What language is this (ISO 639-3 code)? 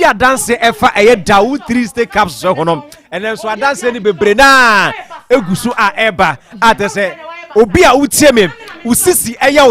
aka